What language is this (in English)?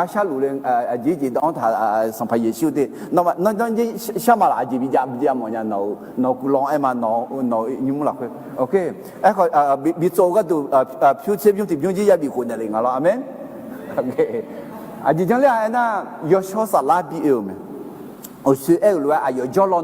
Akha